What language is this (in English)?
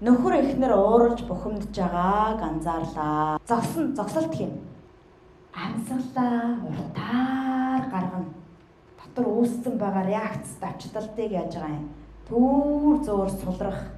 Mongolian